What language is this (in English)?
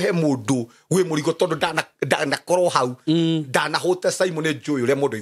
Kikuyu